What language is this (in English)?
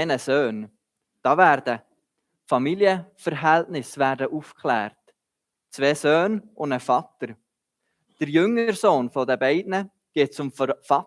Swiss German